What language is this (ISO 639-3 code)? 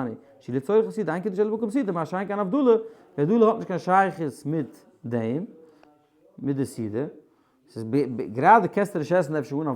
yid